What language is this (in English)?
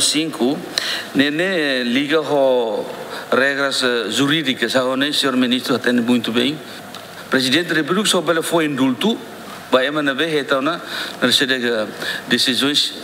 Tetum